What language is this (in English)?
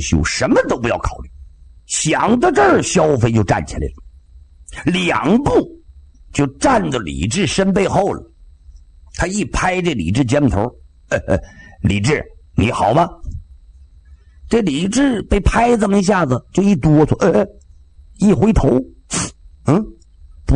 Chinese